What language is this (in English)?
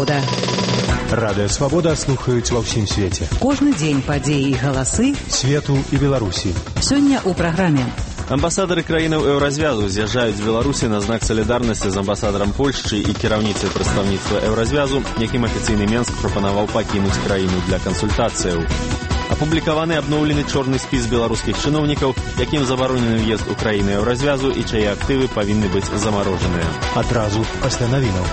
Belarusian